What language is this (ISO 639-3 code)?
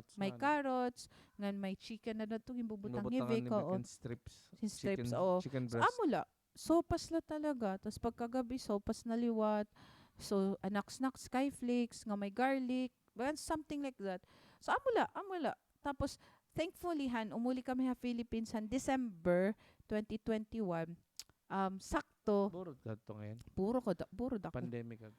war